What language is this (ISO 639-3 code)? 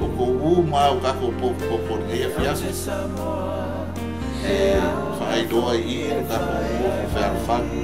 smo